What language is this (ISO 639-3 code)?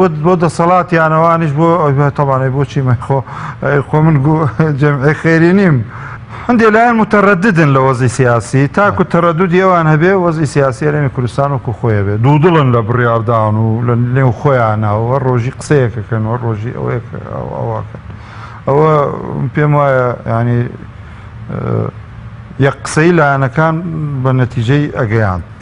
ckb